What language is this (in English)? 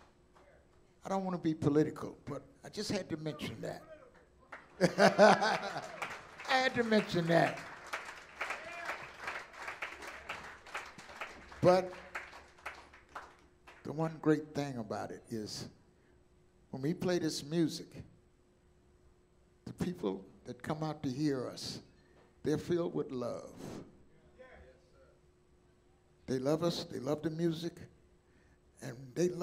English